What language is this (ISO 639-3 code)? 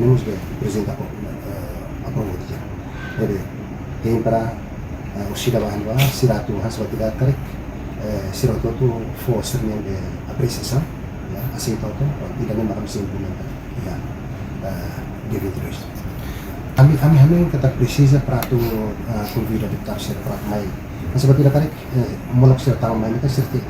tet